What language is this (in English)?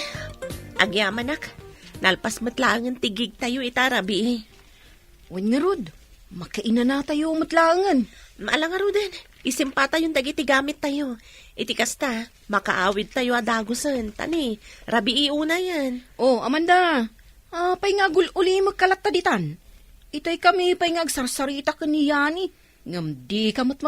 Iloko